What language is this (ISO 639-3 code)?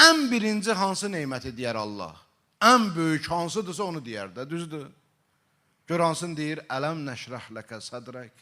aze